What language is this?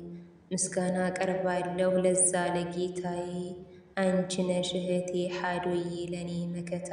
Amharic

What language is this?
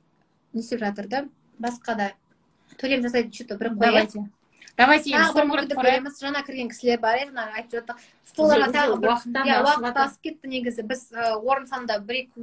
Kazakh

